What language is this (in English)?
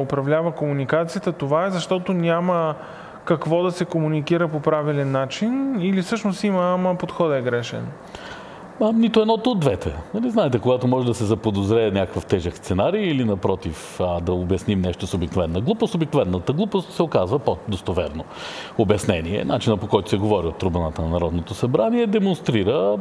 Bulgarian